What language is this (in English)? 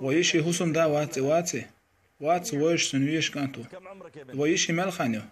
Chechen